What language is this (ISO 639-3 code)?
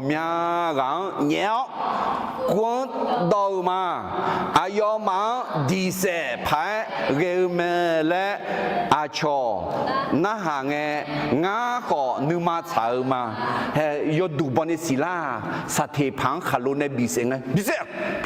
ahk